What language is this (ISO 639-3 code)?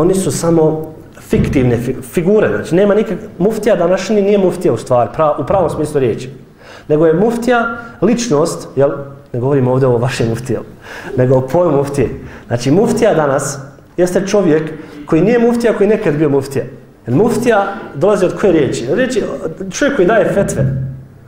bos